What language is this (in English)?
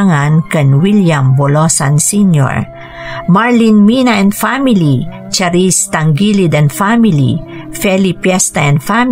Iloko